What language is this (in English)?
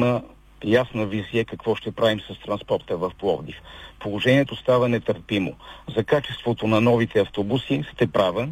Bulgarian